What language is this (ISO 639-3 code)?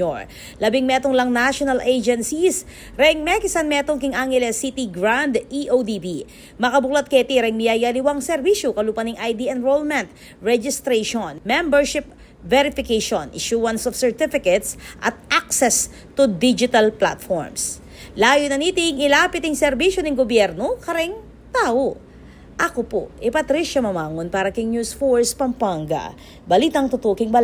pam